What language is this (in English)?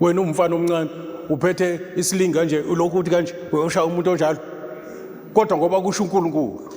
Zulu